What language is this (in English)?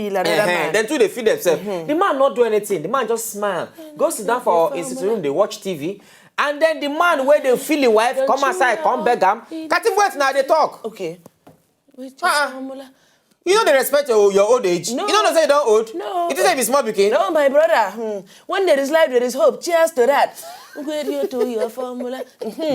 Nigerian Pidgin